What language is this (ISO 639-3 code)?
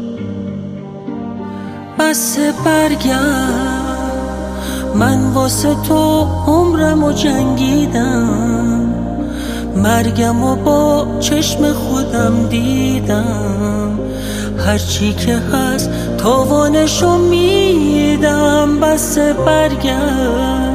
fas